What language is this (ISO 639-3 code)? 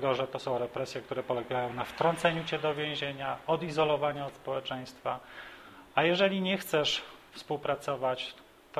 pol